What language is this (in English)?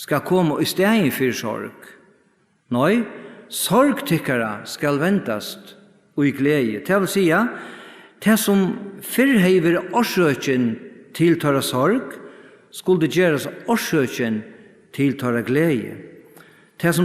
Faroese